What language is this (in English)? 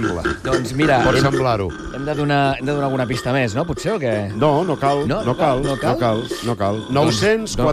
Catalan